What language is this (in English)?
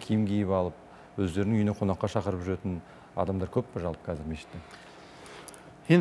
Kazakh